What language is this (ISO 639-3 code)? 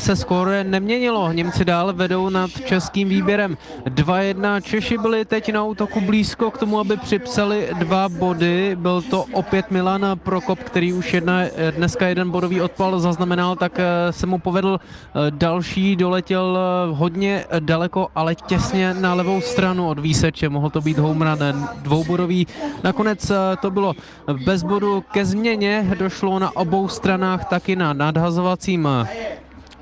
ces